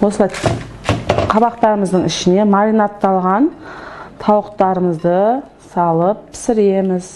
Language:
Kazakh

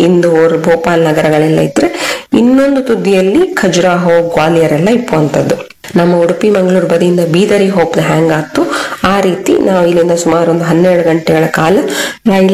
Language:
Kannada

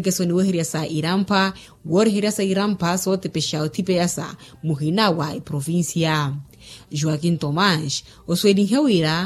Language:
Makhuwa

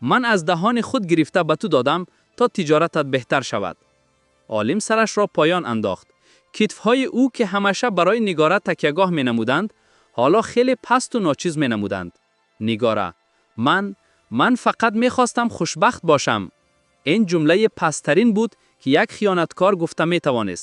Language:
Tajik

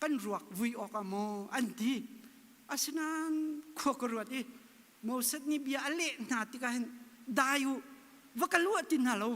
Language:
Hakha Chin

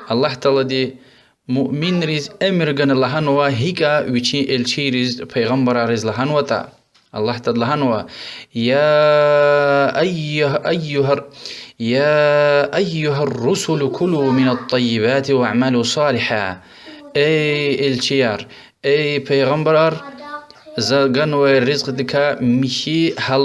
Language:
Lezghian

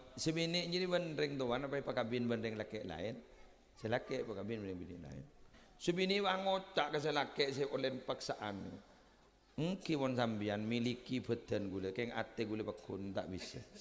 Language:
Madurese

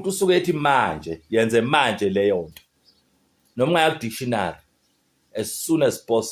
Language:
Zulu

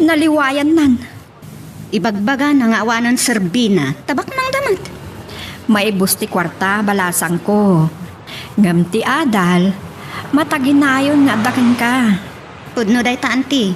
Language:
Iloko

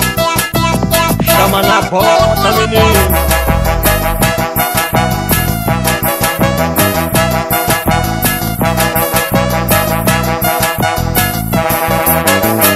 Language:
Portuguese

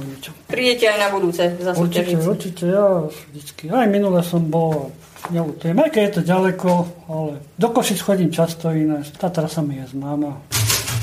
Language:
Slovak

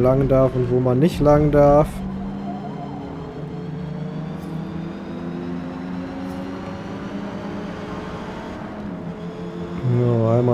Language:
German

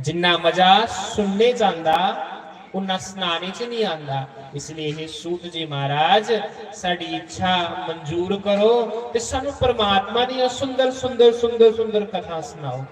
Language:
Dogri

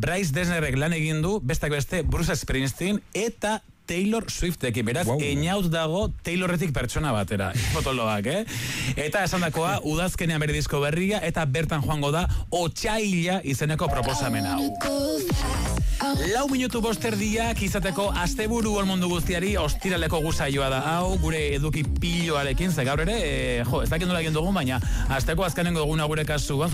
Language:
Basque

